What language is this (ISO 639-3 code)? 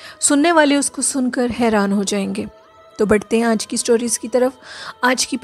hin